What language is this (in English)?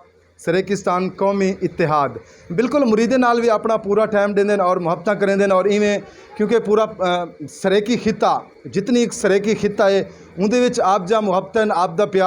Saraiki